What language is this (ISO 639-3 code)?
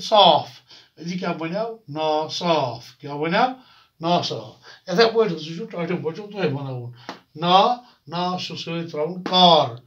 kas